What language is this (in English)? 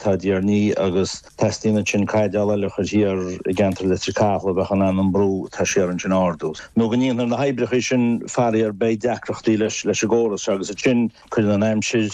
Irish